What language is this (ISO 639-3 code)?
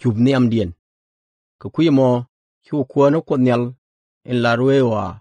nus